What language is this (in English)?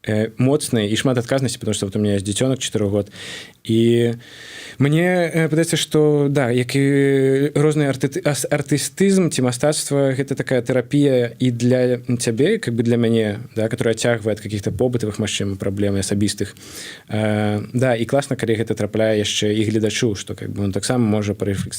Belarusian